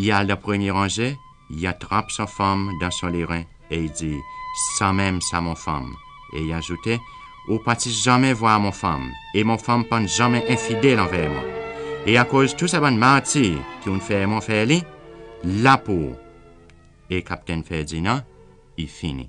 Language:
Seselwa Creole French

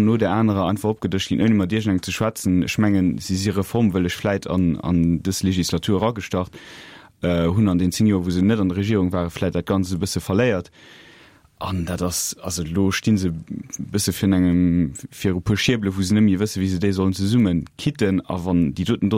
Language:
Luxembourgish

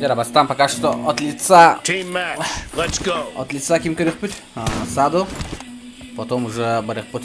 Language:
Yakut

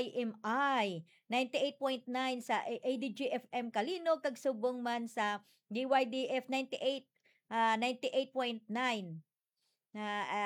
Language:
Hiligaynon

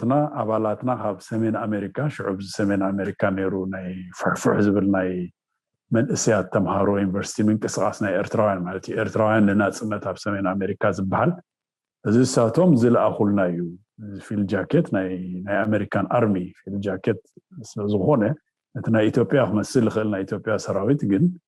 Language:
Tigrinya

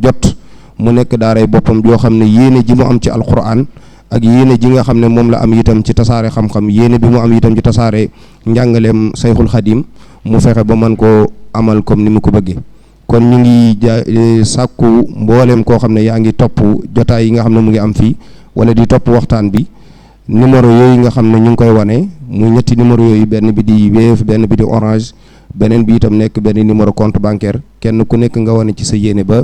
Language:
Wolof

